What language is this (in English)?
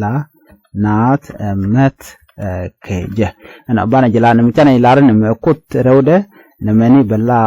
Nuer